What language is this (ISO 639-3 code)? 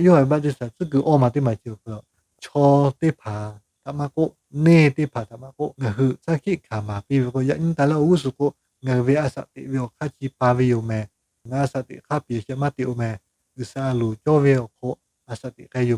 lhu